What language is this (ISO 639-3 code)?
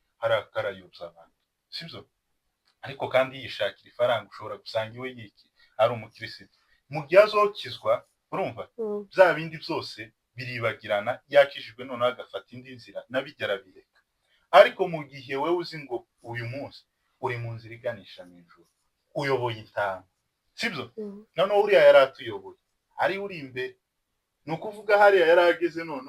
kin